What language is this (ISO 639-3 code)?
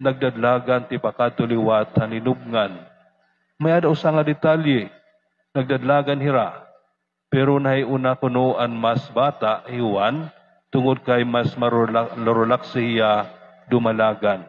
war